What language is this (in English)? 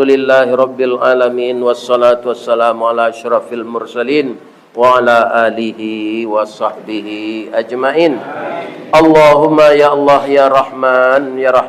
Minangkabau